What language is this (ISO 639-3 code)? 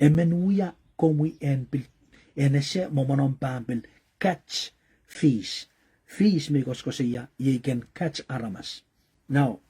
pon